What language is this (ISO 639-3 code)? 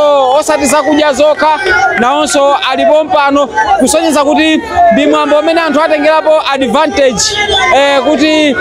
nya